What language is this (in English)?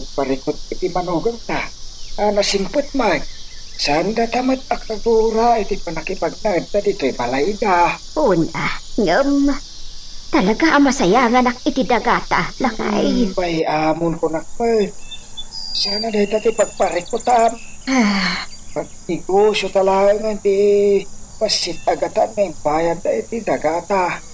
Iloko